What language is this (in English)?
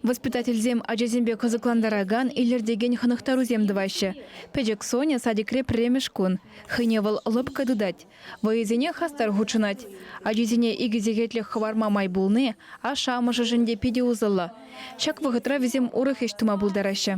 Chuvash